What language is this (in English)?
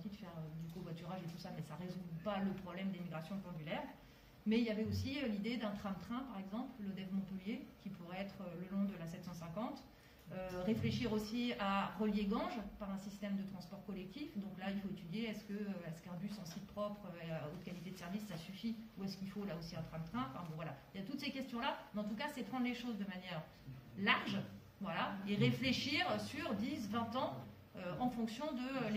French